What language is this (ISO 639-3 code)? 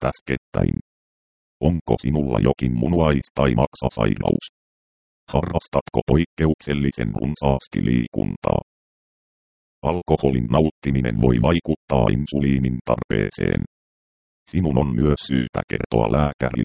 fin